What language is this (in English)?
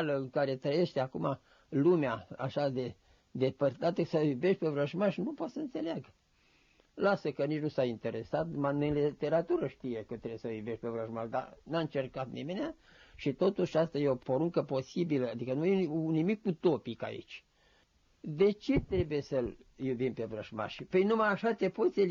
Romanian